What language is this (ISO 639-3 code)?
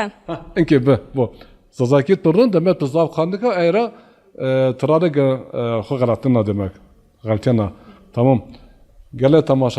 zza